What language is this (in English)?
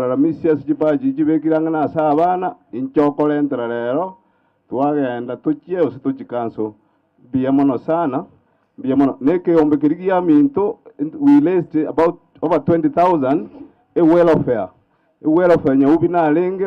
Gusii